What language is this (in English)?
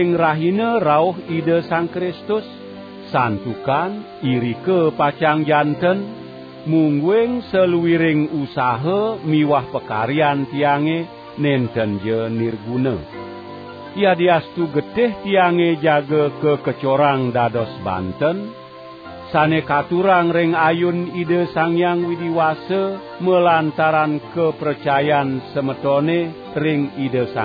Balinese